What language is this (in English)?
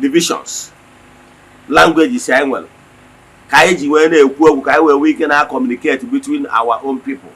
Igbo